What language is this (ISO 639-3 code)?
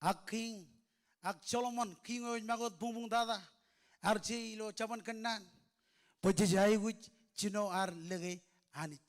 mah